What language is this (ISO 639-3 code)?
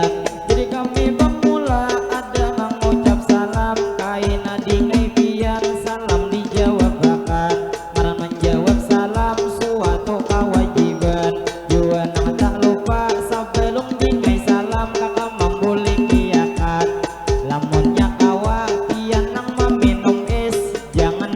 bjn